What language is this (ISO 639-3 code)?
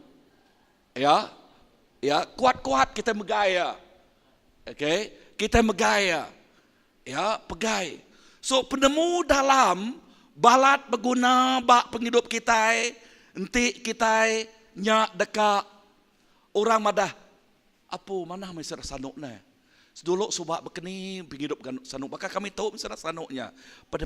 iba